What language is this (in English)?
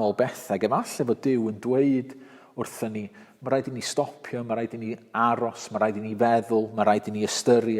Welsh